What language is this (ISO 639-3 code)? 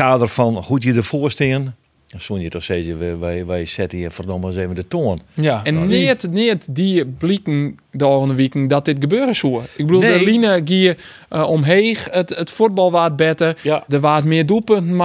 fry